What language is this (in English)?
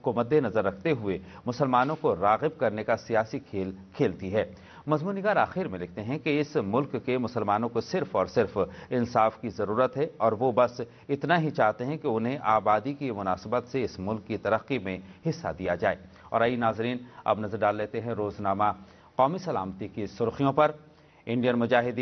Urdu